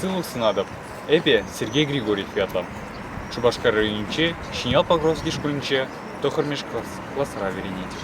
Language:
Chuvash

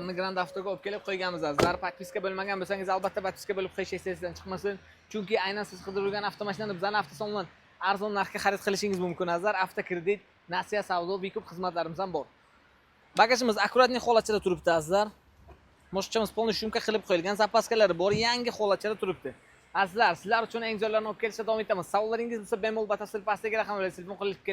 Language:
Uzbek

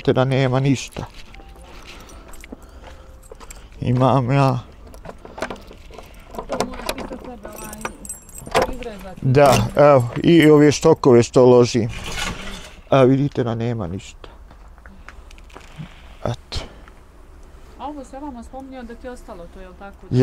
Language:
Bosnian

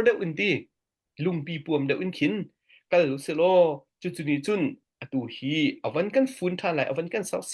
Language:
Hakha Chin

